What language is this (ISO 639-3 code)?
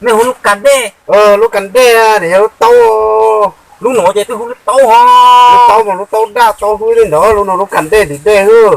hmn